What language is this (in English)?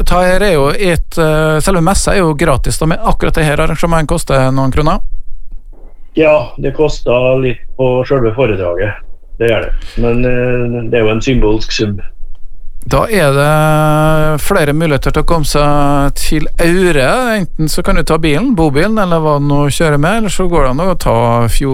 Norwegian